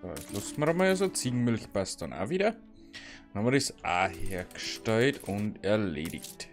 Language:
Bavarian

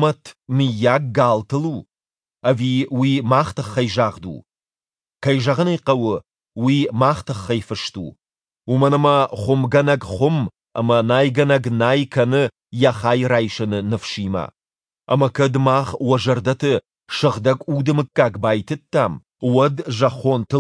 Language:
Ossetic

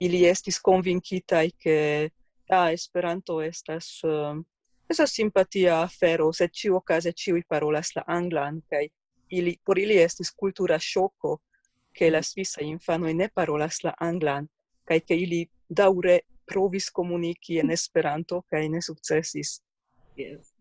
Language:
Esperanto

